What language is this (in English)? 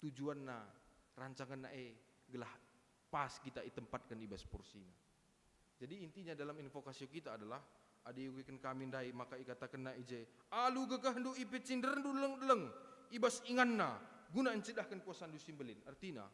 Batak Karo